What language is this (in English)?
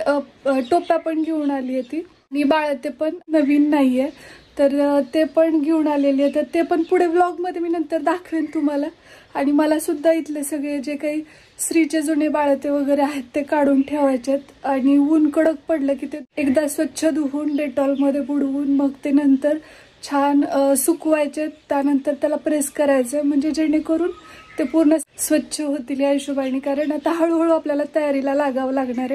Marathi